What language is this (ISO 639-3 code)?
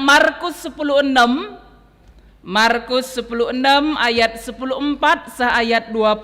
btx